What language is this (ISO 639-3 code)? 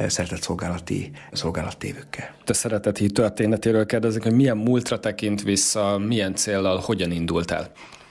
hun